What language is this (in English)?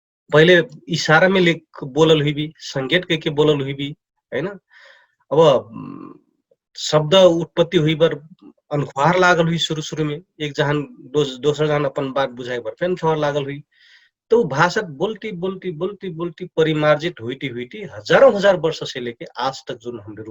Dangaura Tharu